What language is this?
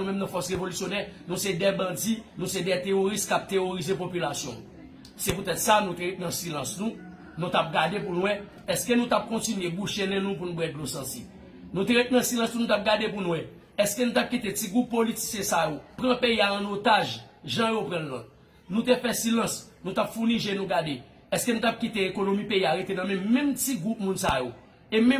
Haitian Creole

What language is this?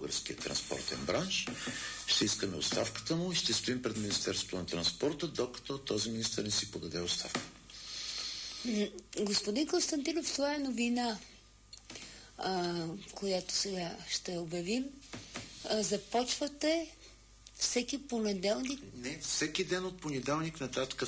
Bulgarian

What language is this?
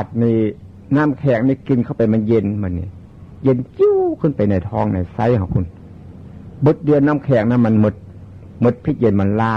Northeastern Thai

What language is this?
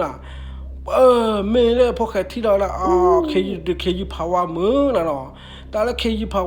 S'gaw Karen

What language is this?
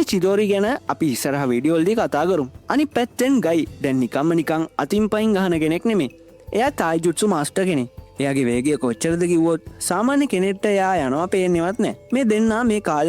Sinhala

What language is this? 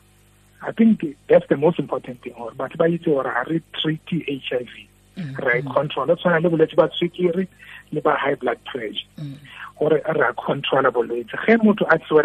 Tswana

